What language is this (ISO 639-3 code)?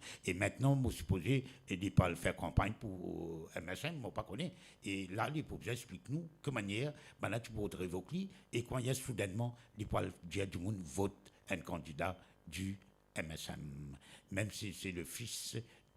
mfe